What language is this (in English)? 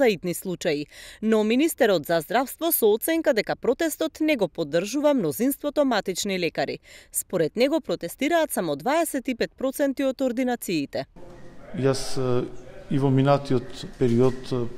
Macedonian